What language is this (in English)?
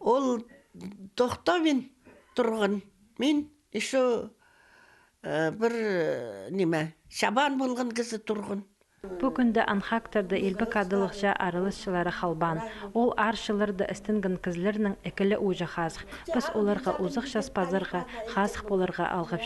Khakas